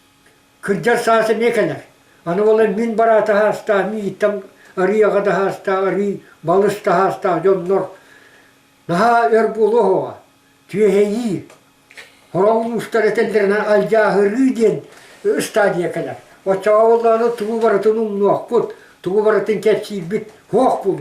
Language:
Yakut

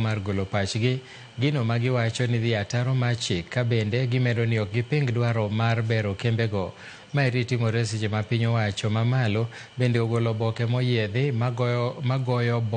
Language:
Luo (Kenya and Tanzania)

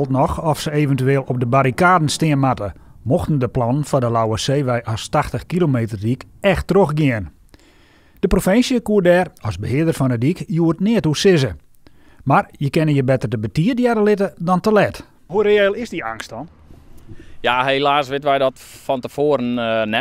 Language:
Western Frisian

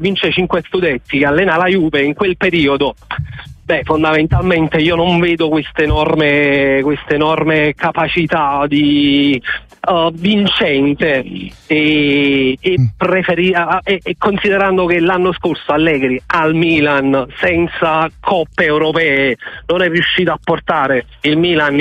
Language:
Italian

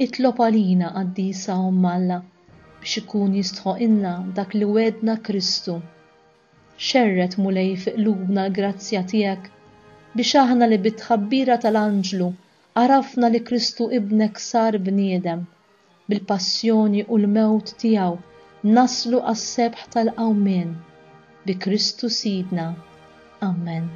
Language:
Maltese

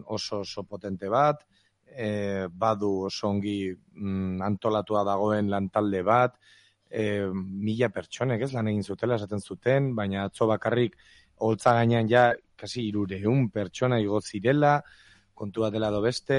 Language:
Basque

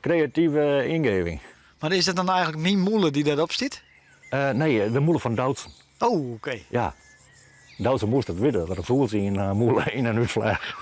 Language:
Western Frisian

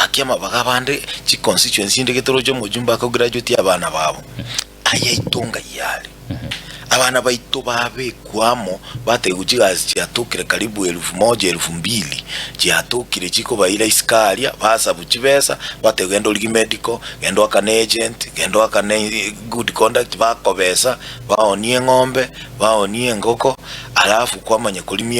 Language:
Gusii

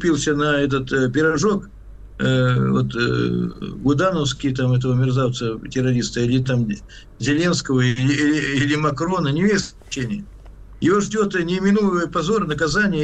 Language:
Russian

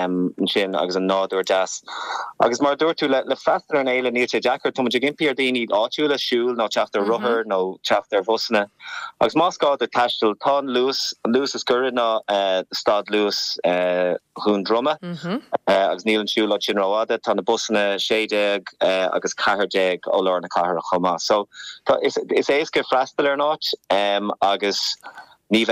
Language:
Irish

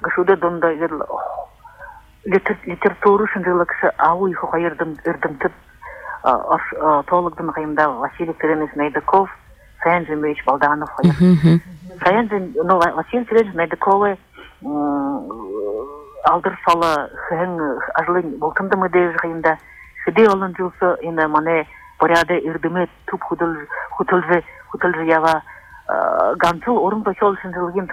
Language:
Buriat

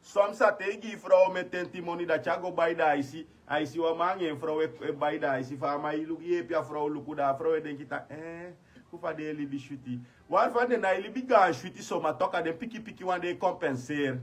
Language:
Sranan Tongo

